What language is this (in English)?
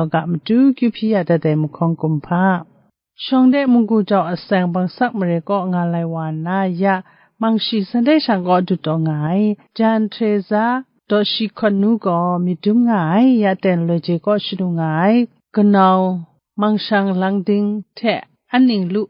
Kachin